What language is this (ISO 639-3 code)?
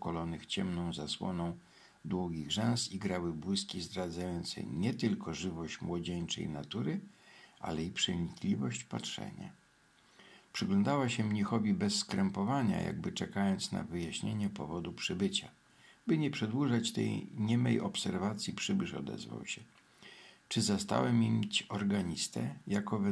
pol